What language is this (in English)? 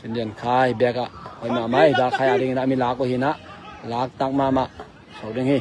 Tedim Chin